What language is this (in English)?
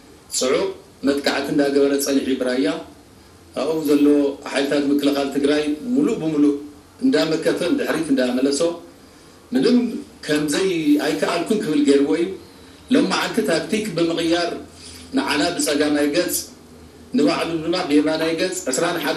Tigrinya